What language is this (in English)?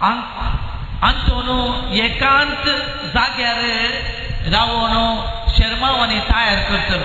Konkani